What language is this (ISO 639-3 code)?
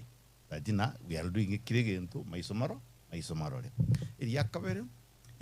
guz